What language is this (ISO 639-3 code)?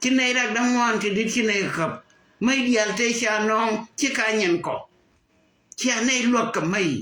nus